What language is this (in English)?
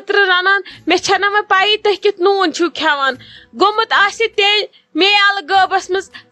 Kashmiri